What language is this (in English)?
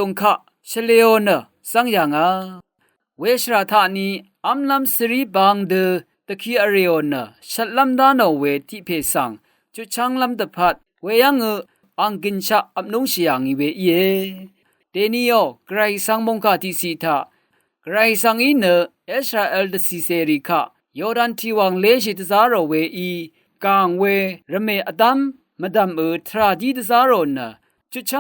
Rawang